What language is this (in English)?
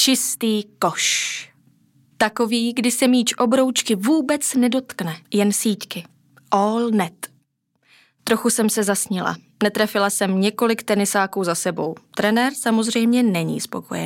Czech